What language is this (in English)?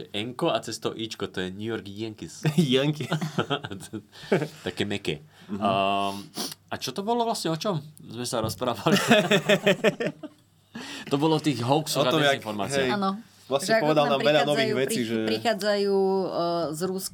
Slovak